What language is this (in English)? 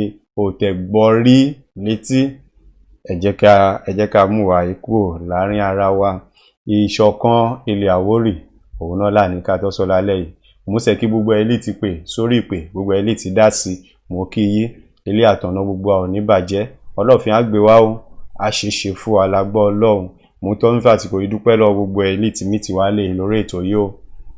Yoruba